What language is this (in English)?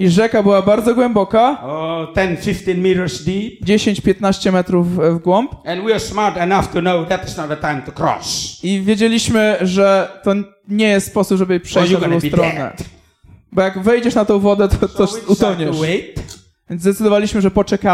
Polish